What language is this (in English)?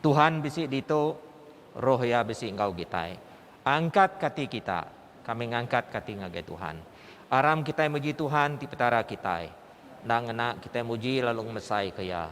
Iban